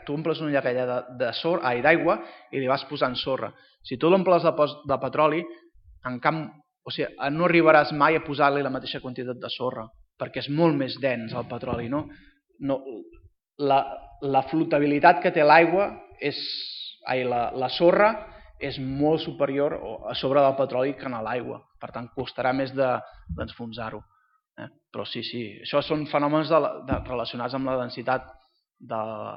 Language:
Catalan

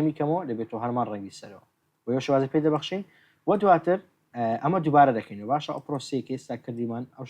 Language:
Central Kurdish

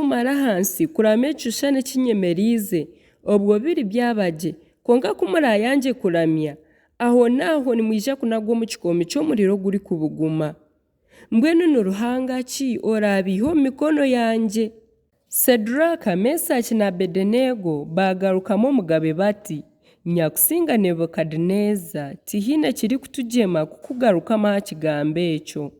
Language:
Nyankole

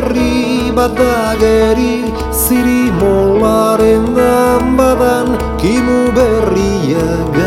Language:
Basque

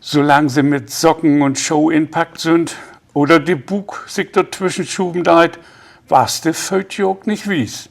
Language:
Low German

